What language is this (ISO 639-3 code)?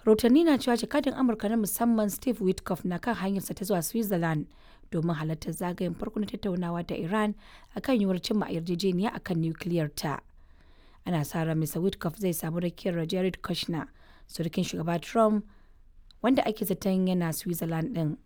hau